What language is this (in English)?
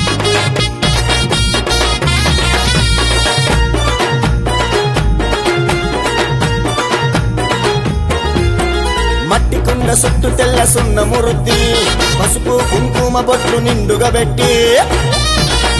Telugu